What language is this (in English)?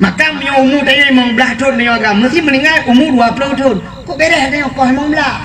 Achinese